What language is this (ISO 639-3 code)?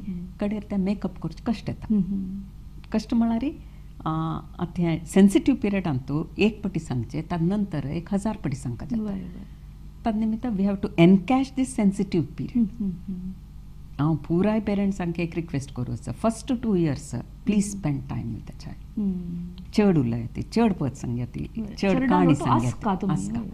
kok